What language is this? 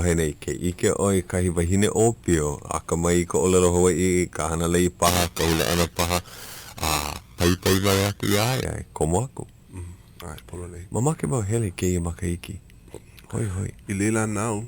Hawaiian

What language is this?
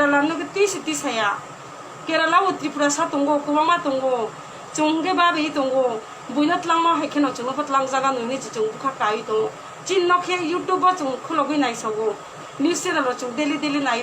Kok Borok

